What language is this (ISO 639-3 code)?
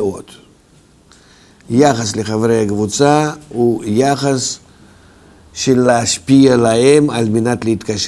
heb